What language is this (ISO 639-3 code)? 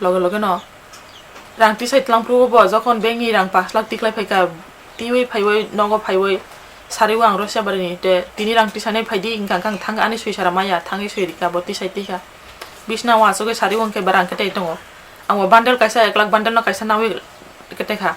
trp